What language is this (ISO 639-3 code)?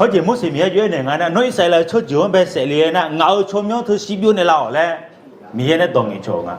ahk